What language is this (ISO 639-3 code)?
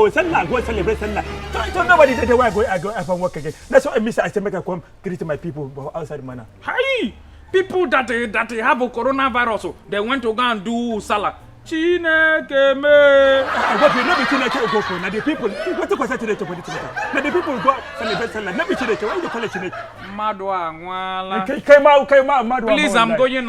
pcm